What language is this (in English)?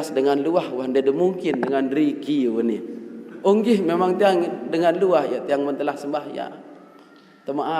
Sasak